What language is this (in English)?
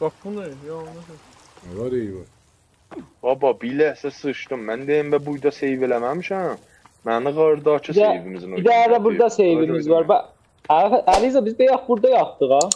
South Azerbaijani